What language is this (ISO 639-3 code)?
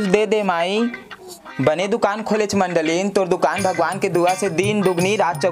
hne